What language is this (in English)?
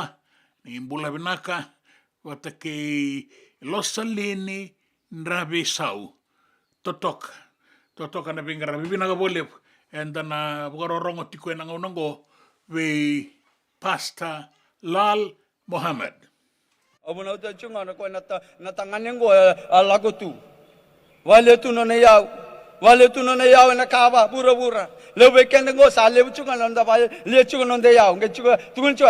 Fijian